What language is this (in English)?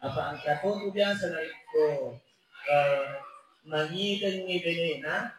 Buginese